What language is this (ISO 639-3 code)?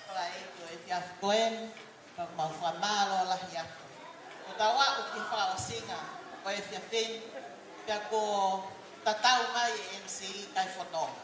ton